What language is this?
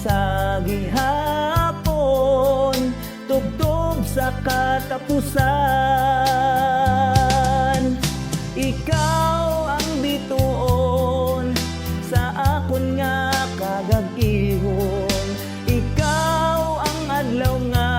Hiligaynon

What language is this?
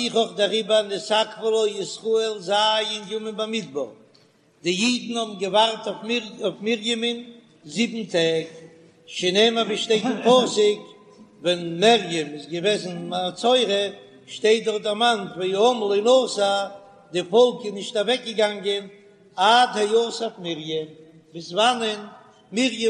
Yiddish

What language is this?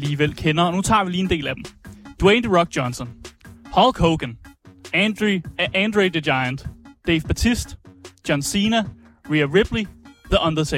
Danish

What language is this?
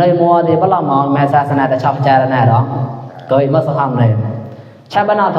Mon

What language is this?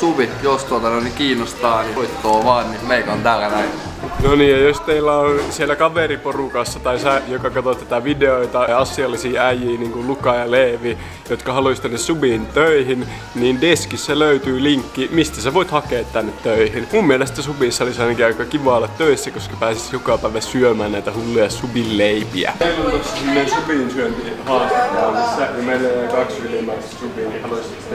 Finnish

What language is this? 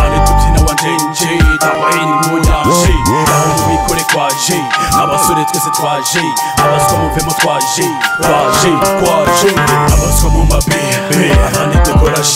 Kinyarwanda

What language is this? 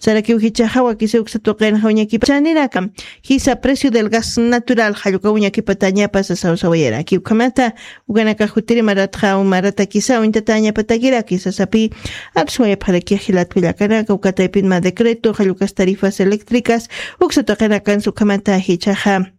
Aymara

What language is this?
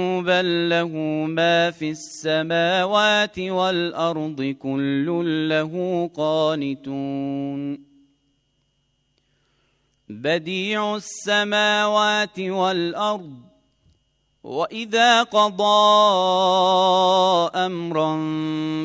Arabic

